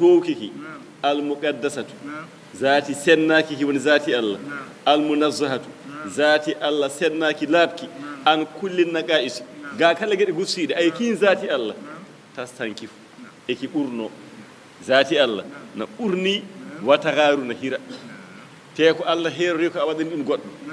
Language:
Fula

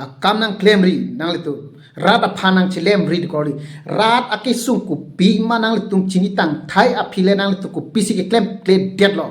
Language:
Karbi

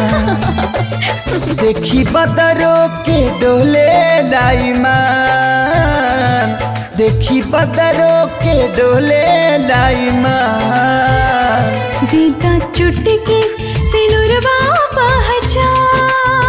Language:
Bhojpuri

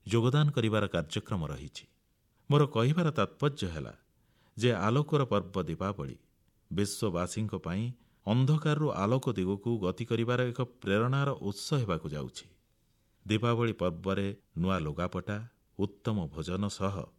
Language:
Odia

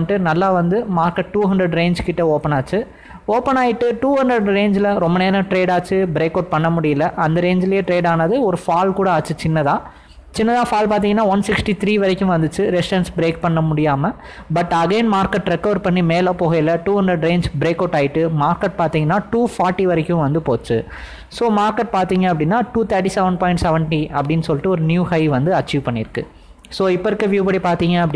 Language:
Tamil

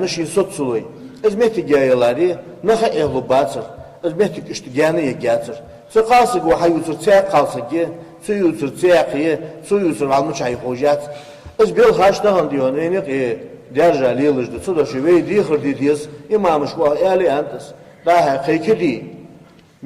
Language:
Ingush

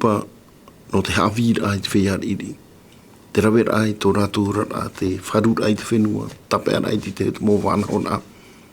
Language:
Tahitian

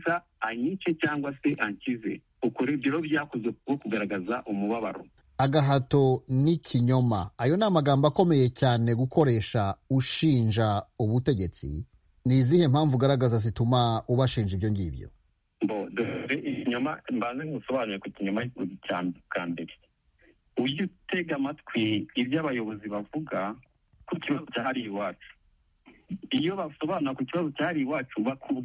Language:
Kinyarwanda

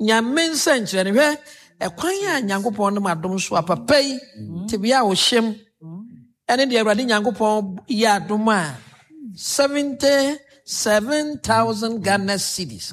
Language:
Akan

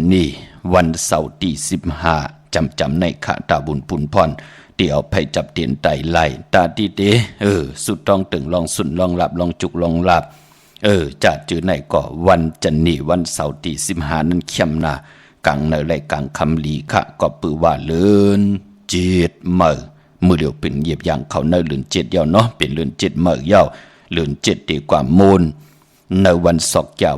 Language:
Shan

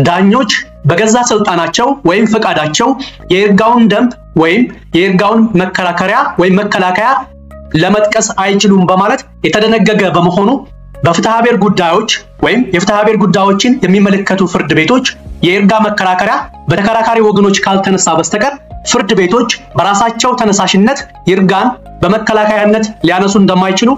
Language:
Amharic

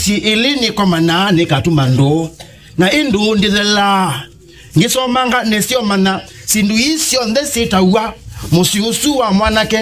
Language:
Kamba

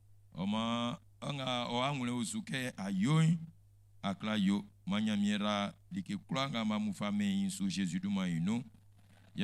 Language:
Baoulé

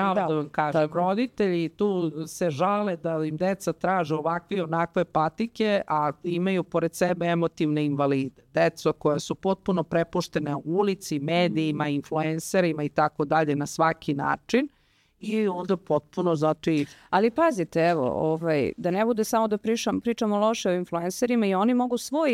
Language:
Serbian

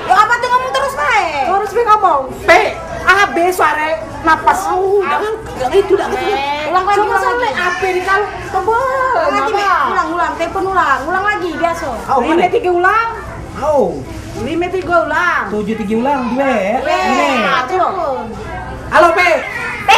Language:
Musi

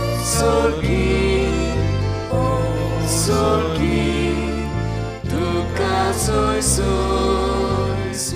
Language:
Konkani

